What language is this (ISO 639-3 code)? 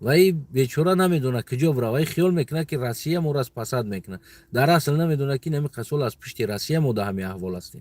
tgk